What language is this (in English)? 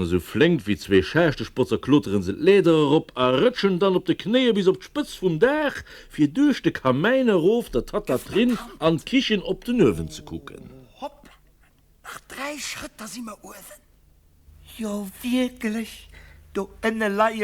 Luxembourgish